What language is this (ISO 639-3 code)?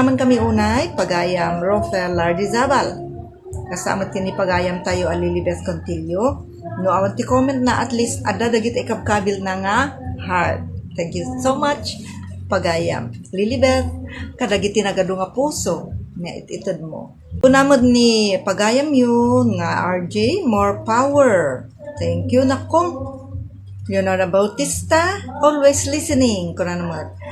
ilo